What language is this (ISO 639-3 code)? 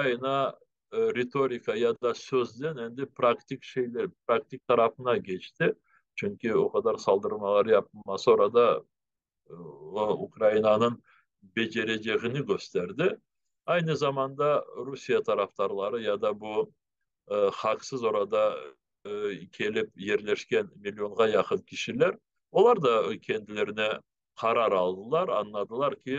crh